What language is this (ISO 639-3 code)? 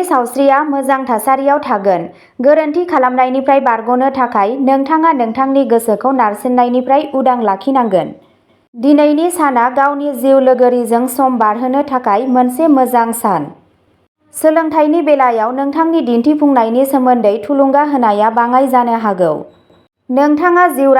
brx